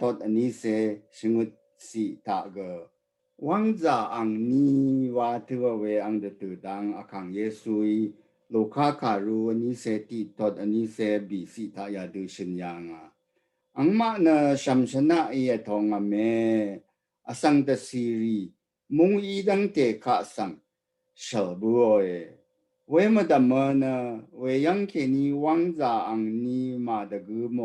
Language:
Rawang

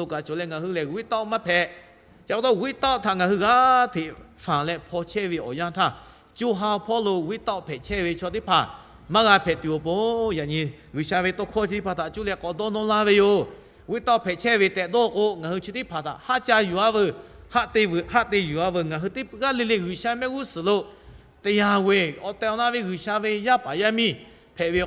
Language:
Lahu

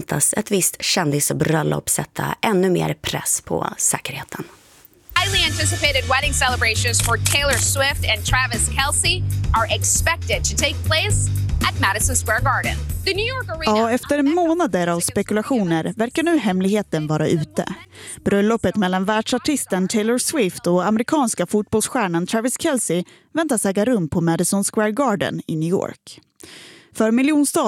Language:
Swedish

